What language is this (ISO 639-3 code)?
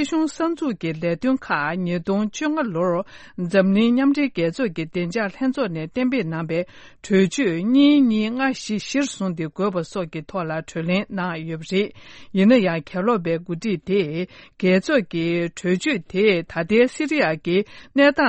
bod